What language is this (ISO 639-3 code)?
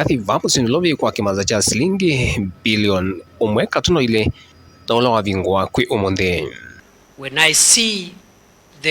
kam